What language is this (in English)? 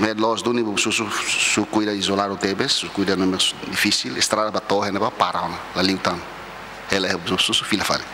Tetum